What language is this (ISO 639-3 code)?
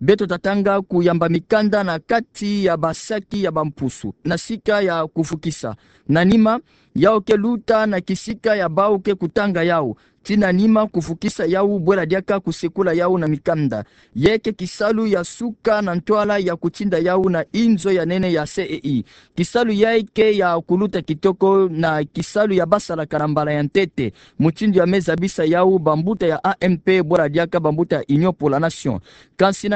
ktu